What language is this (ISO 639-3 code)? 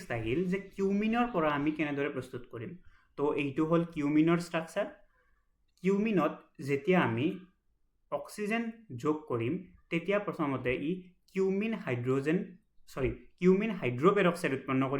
asm